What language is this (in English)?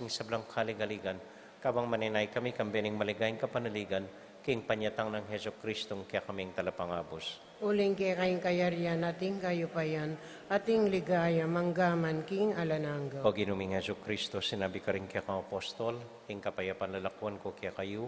Pampanga